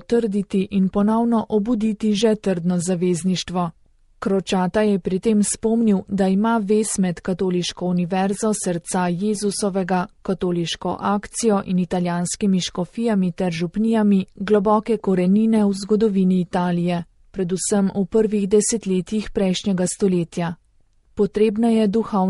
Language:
Slovenian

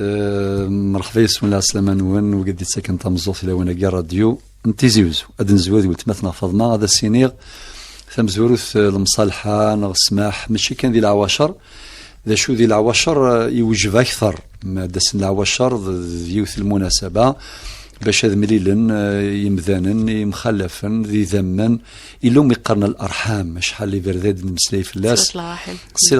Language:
Kabyle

